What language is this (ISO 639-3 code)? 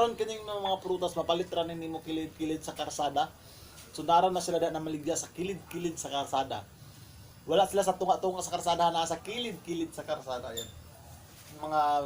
ceb